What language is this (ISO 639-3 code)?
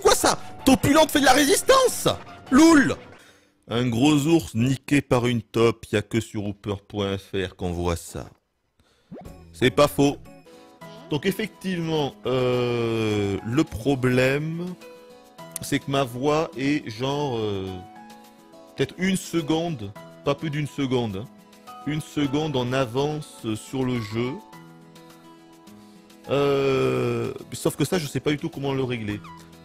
fra